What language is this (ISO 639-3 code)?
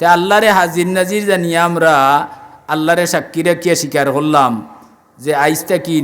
syl